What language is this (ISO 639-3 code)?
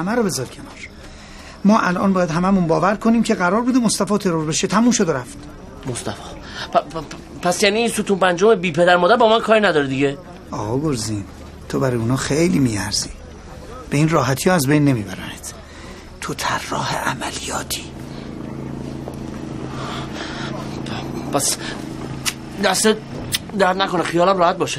fas